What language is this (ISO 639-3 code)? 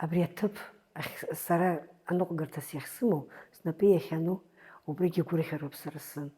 abk